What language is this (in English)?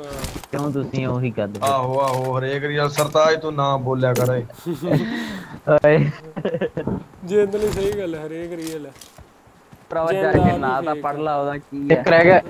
Punjabi